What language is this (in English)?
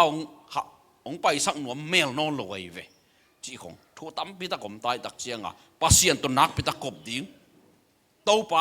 Tedim Chin